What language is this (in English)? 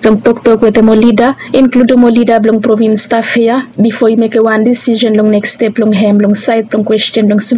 Bislama